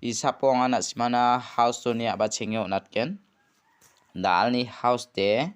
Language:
Garo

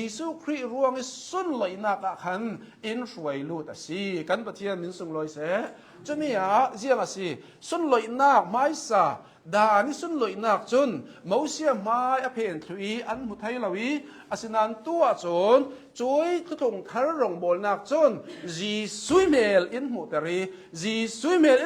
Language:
Hakha Chin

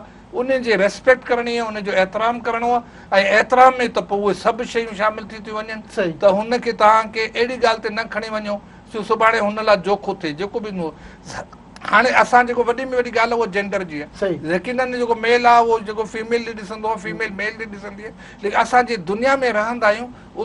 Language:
Sindhi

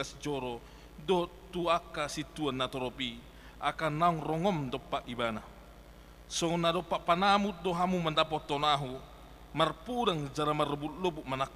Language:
Batak Toba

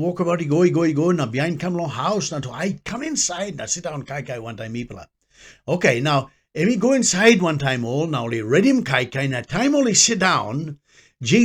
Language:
Tok Pisin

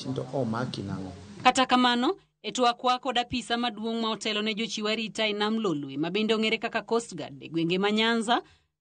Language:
Luo (Kenya and Tanzania)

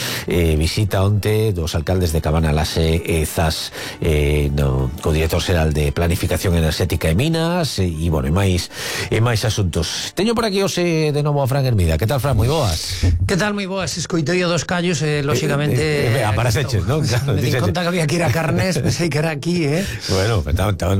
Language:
Galician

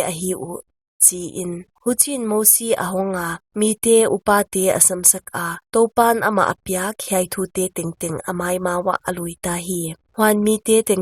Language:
Paite Chin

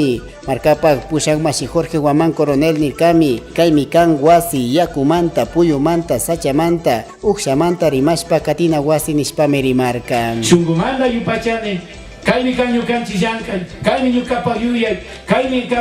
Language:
Chimborazo Highland Quichua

